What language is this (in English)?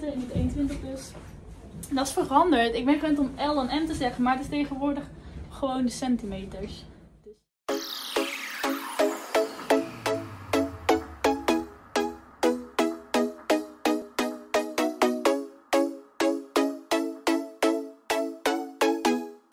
Dutch